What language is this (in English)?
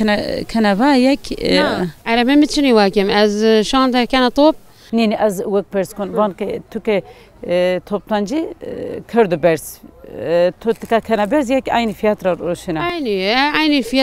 Zaza